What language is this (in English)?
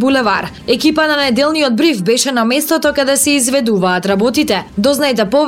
Macedonian